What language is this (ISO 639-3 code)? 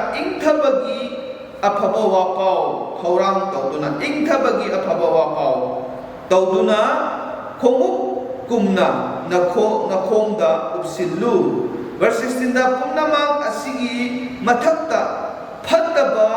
mni